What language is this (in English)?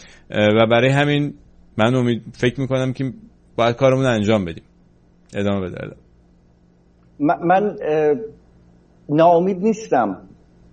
Persian